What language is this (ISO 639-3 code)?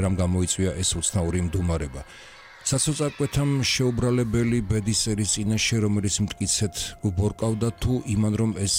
kat